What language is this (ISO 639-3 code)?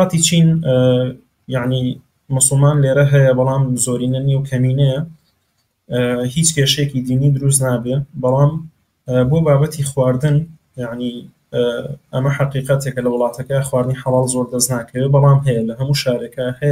ckb